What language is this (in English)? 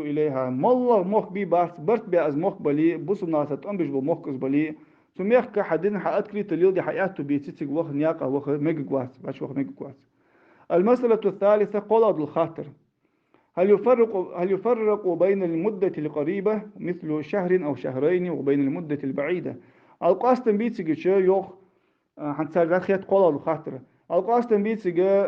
Ingush